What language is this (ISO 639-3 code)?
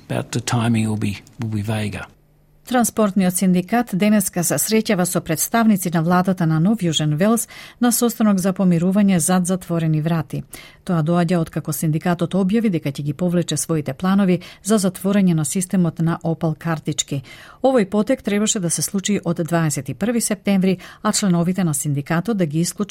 mkd